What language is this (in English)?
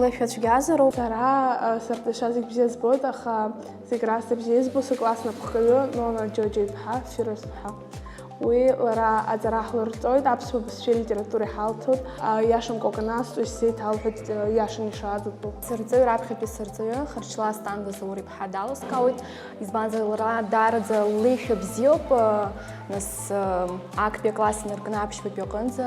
Abkhazian